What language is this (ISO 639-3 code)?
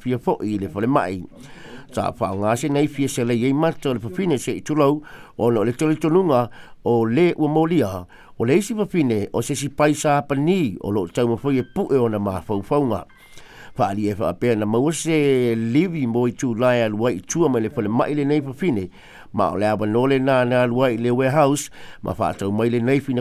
smo